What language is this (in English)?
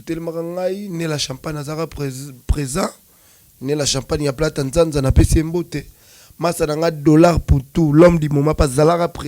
Lingala